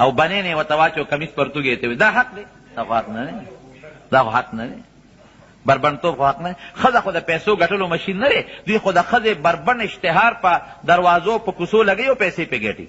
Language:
Pashto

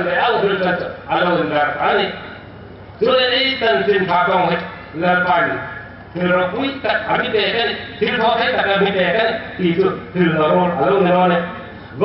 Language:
Hmar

